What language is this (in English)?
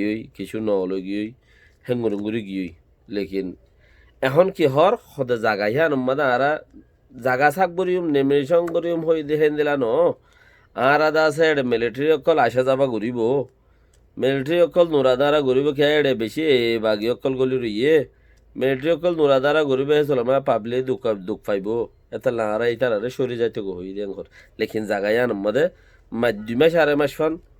Rohingya